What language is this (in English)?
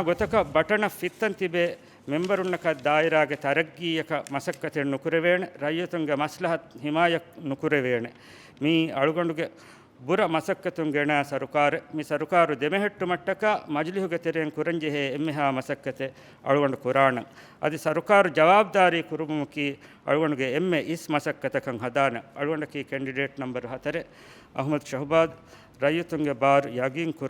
Divehi